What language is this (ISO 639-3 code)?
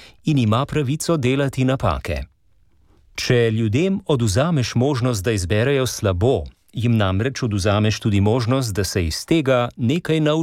slv